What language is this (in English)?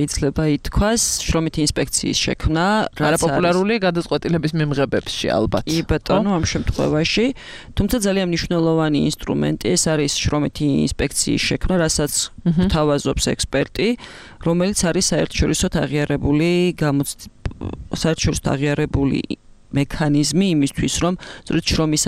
Georgian